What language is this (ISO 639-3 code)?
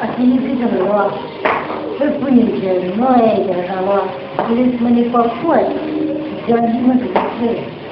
pmx